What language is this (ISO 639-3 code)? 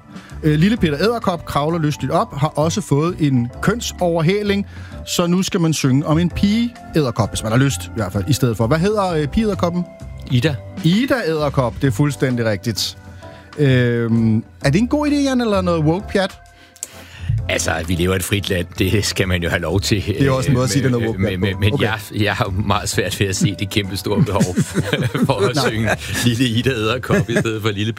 dan